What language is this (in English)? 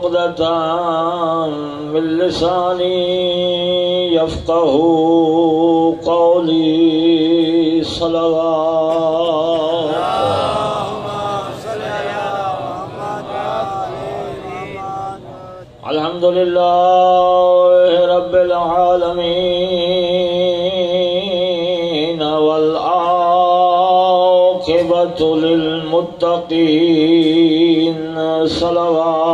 Urdu